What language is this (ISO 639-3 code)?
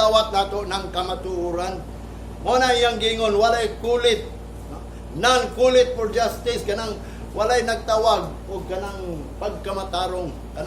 ceb